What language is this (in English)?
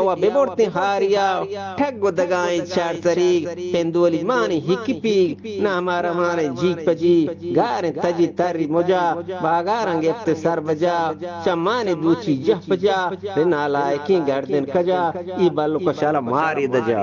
Eastern Balochi